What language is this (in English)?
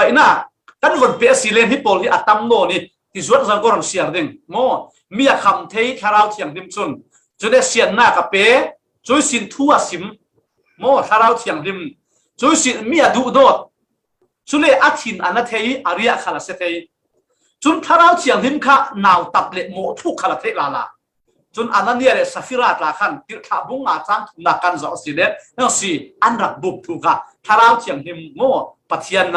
Falam Chin